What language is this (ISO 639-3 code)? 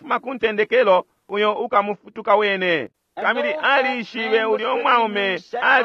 bem